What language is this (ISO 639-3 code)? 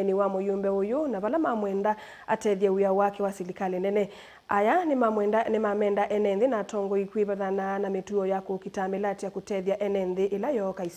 kam